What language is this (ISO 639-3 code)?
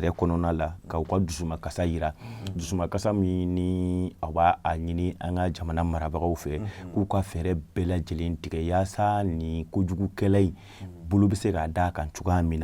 bam